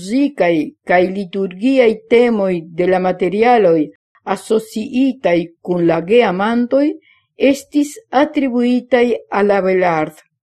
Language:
Esperanto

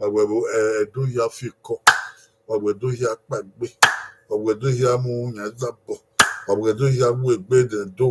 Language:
Bini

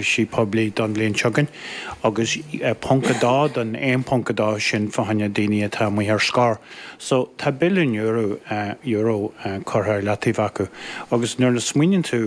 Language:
Irish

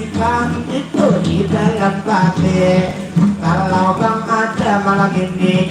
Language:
Banjar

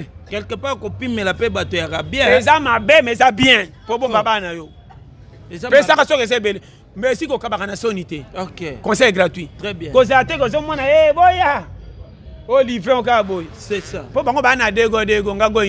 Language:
Lingala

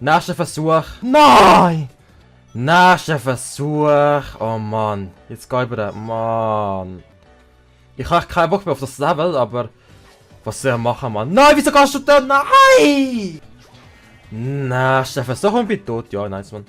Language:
Swiss German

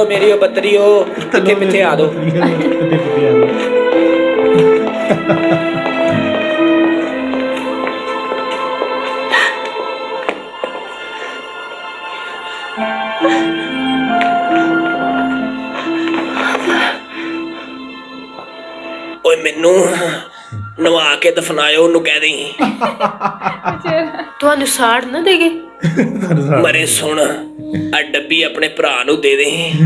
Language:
Punjabi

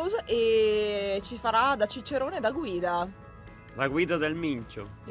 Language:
Italian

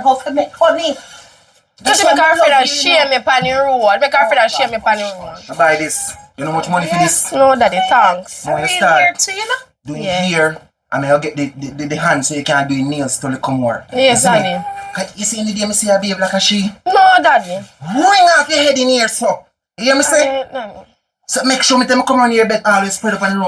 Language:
Jamaican Creole English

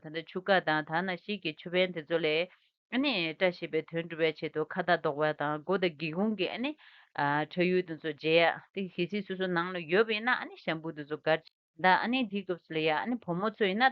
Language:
Tibetan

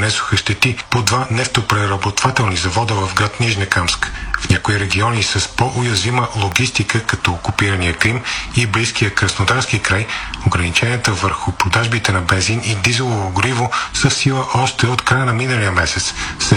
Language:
Bulgarian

